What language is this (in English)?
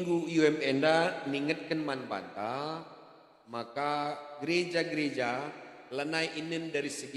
Batak Karo